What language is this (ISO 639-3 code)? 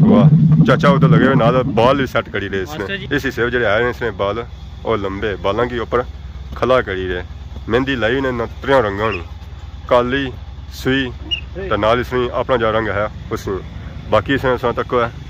phr